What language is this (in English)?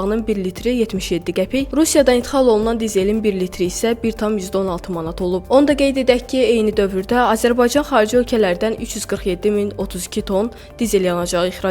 Azerbaijani